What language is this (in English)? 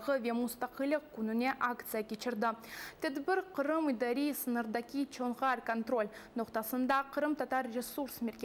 Crimean Tatar